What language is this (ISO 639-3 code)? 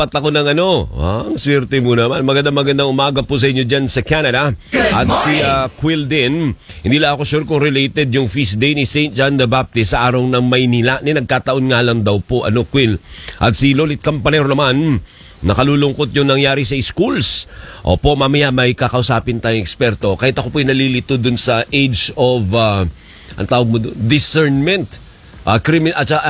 fil